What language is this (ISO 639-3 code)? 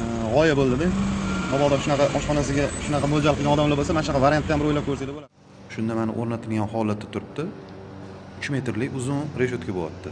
uzb